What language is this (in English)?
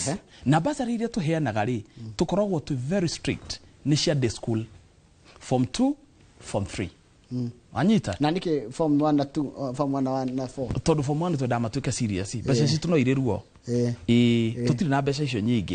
Kikuyu